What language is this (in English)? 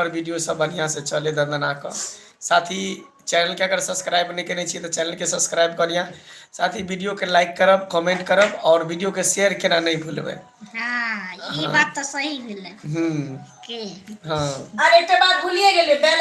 Maithili